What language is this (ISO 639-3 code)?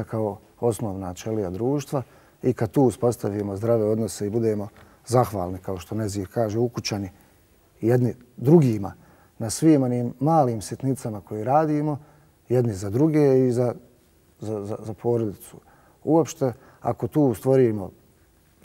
bos